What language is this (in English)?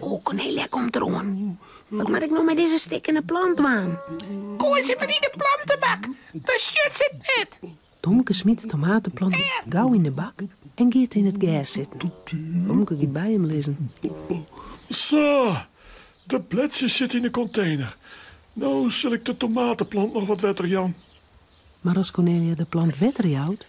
Western Frisian